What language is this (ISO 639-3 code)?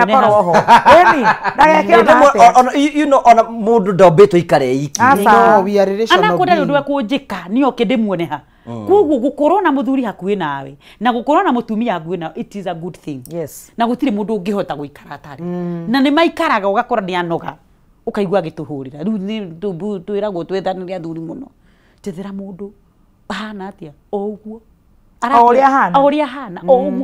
kik